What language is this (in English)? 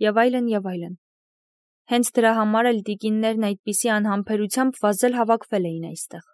Armenian